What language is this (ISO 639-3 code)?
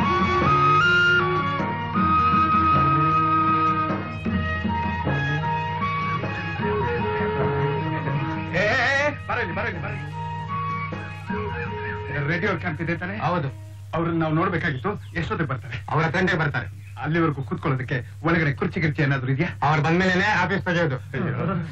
kan